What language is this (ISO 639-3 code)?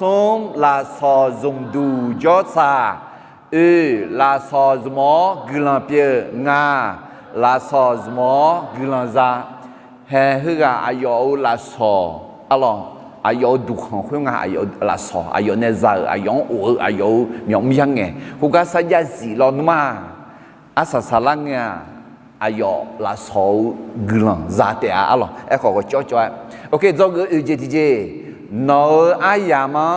ahk